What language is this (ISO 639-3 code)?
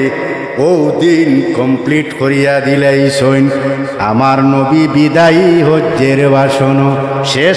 syl